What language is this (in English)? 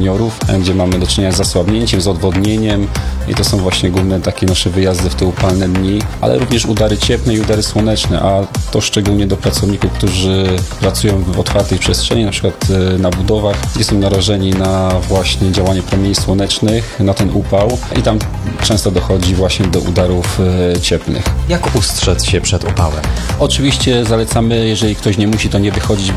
Polish